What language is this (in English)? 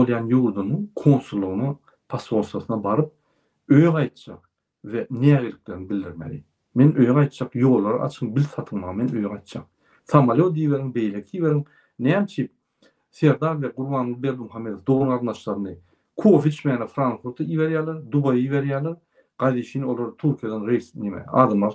Turkmen